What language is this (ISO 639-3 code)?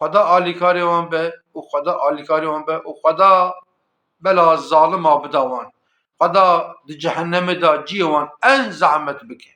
kur